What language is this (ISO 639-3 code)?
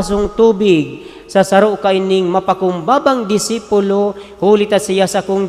bik